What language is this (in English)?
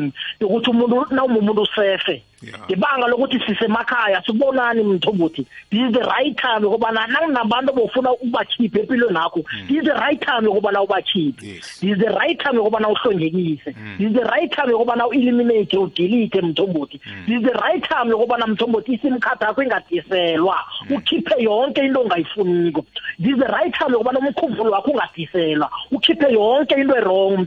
South Ndebele